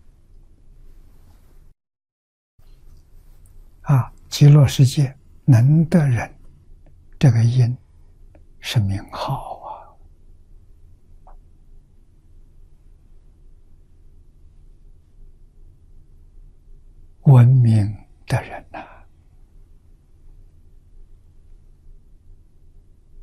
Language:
Chinese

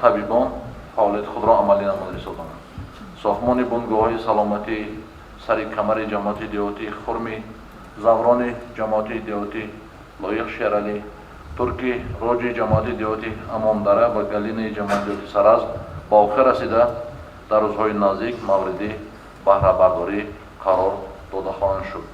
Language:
Tajik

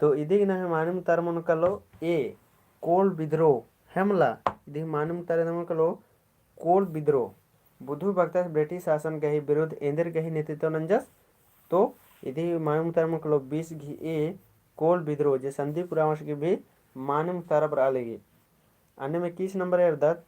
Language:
Kurukh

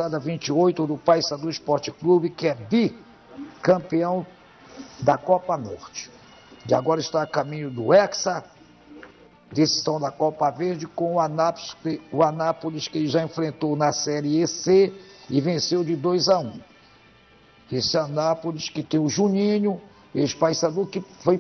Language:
Portuguese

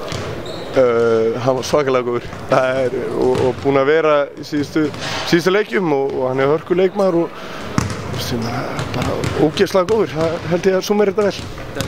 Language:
Icelandic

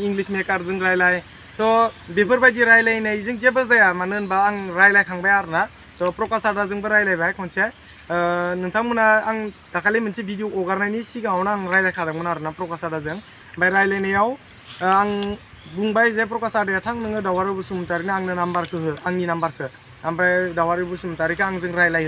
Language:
Bodo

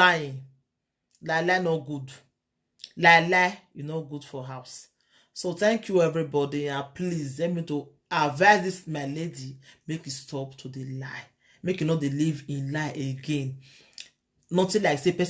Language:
Nigerian Pidgin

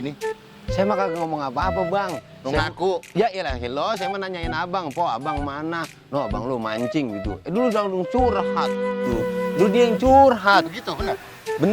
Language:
Betawi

